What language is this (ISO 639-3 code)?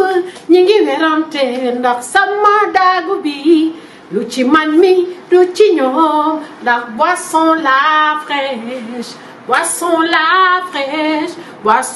wol